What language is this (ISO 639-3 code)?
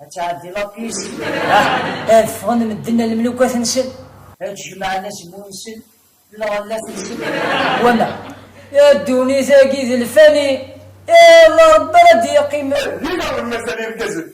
kab